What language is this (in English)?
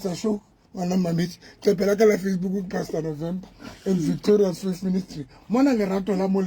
Southern Sotho